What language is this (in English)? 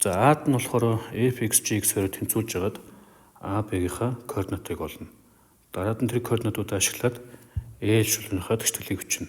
Mongolian